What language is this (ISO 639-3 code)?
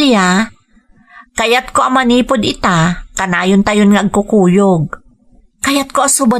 ilo